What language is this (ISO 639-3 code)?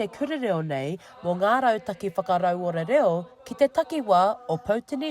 mri